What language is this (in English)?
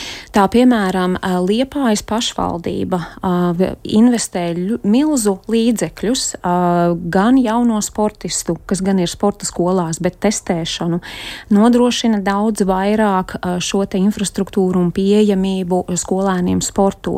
Latvian